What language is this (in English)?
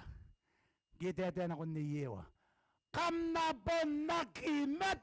Gilbertese